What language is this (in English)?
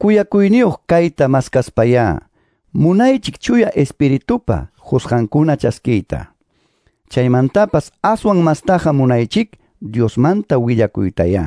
Quechua